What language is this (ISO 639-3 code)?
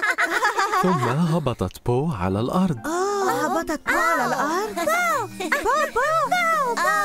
ara